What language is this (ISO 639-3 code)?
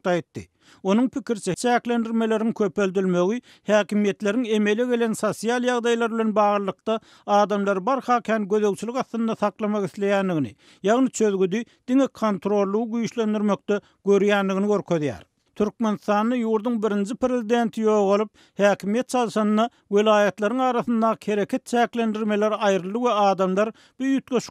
tuk